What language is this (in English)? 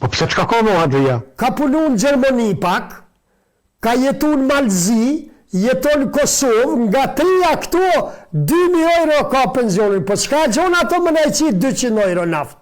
Albanian